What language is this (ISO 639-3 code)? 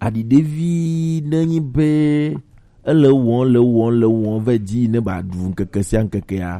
gej